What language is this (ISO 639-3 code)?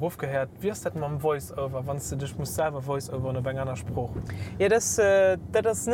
ltz